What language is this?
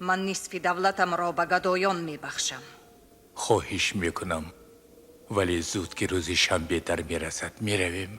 Tajik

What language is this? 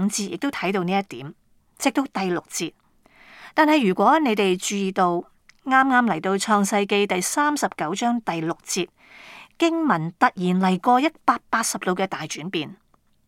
Cantonese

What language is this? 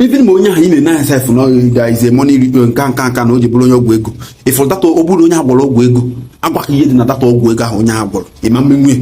Igbo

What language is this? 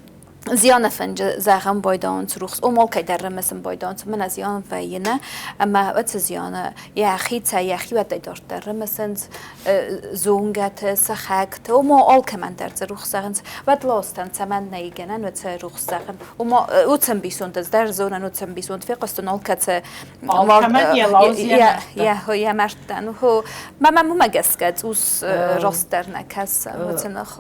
Ossetic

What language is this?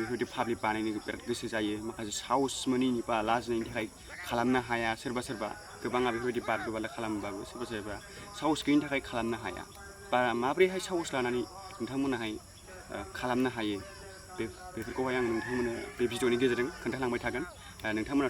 Bodo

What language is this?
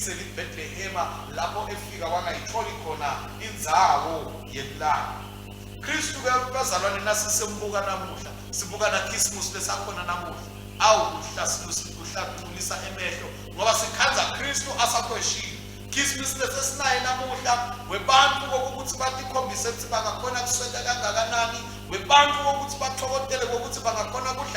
Swati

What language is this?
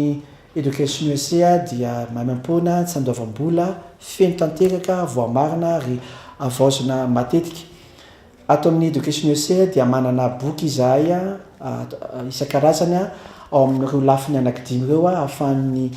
Malagasy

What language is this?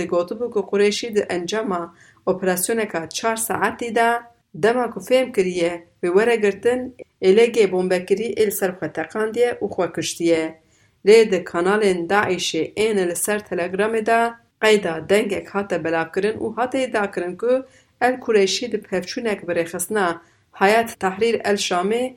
Kurdish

